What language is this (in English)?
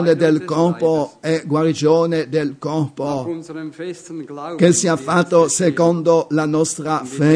Italian